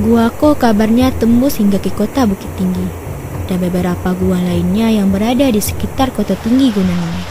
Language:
Minangkabau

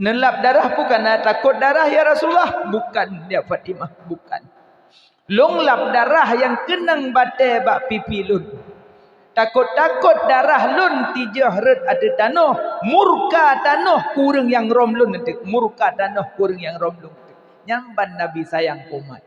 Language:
Achinese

